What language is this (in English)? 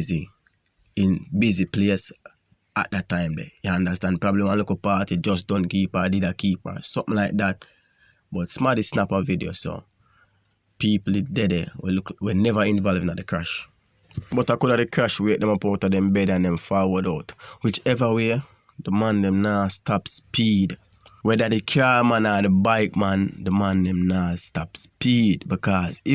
Jamaican Creole English